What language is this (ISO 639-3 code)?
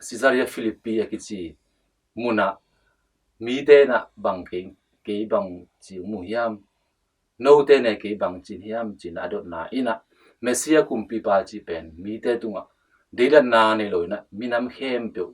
ctd